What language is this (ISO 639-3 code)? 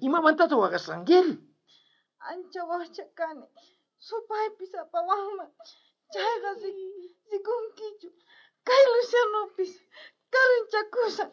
quh